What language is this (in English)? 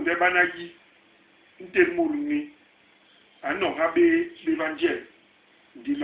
Basaa